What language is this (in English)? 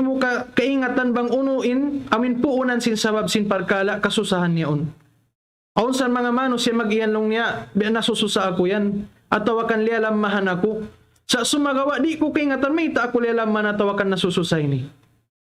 Tausug